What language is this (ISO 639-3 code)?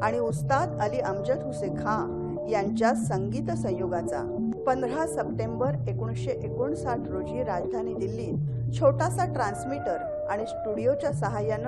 mar